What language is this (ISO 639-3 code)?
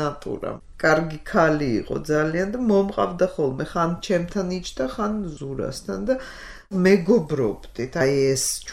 kat